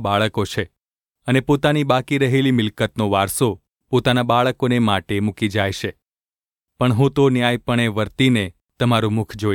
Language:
Gujarati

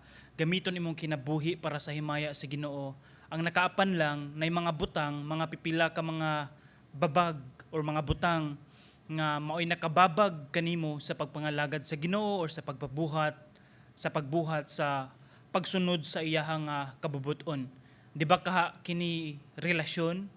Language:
Cebuano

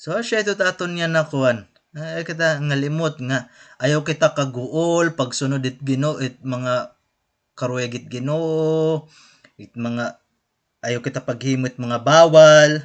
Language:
Waray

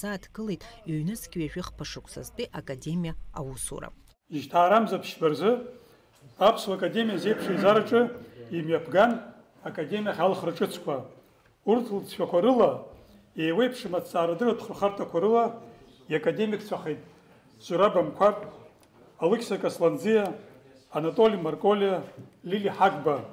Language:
Abkhazian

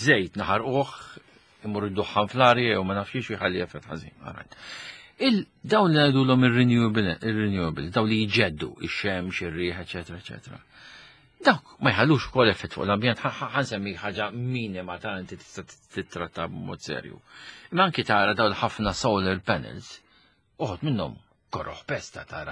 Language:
Maltese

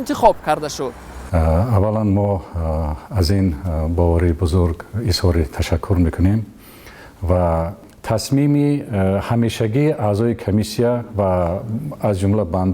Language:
Tajik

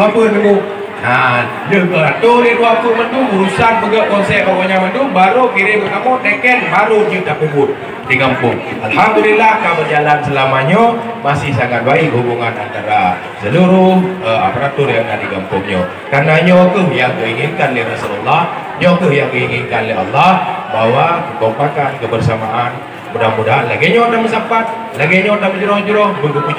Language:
Achinese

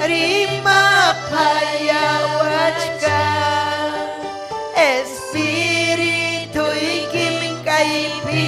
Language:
Ayacucho Quechua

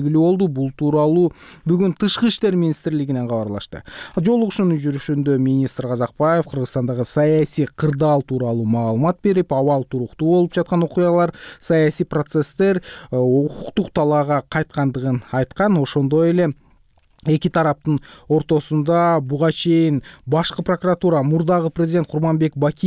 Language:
Kyrgyz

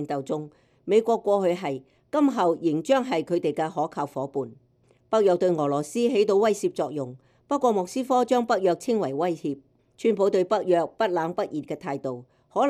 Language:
Cantonese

